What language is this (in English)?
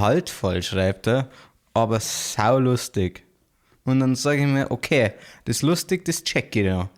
Bavarian